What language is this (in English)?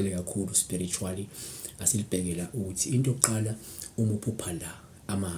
Zulu